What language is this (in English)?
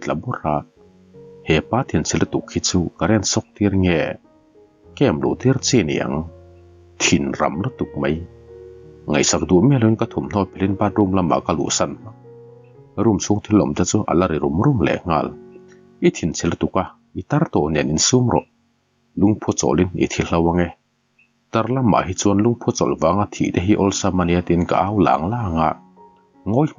Mizo